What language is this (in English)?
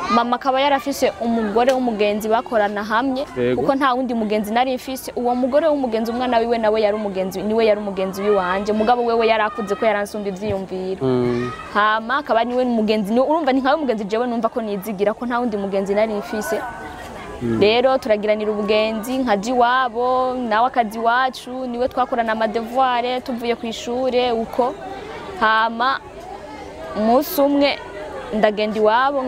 Rundi